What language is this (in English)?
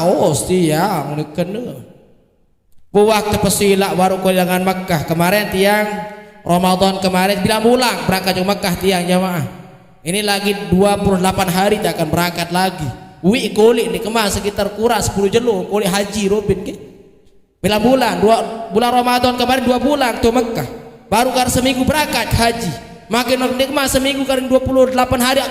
Sasak